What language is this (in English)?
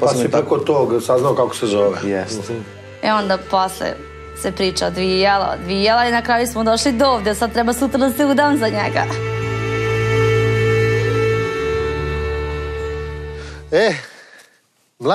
Serbian